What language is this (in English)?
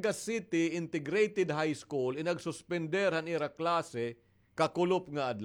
Waray